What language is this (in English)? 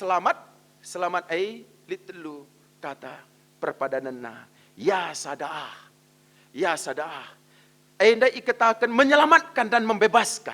Batak Karo